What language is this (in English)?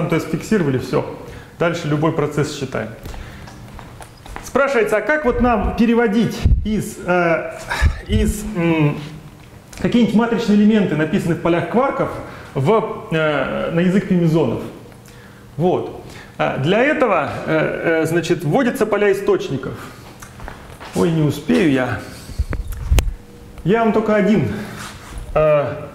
Russian